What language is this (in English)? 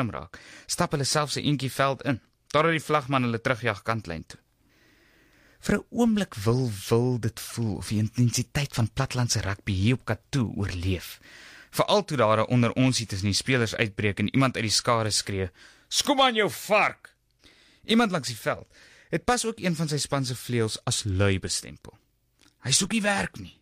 Afrikaans